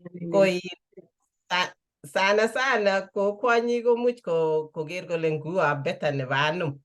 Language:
Kalenjin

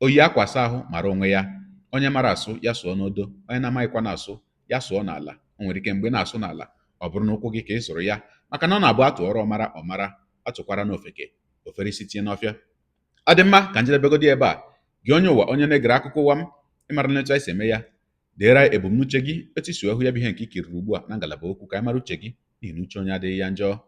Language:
Igbo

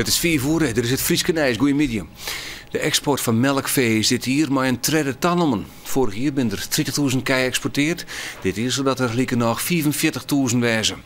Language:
Western Frisian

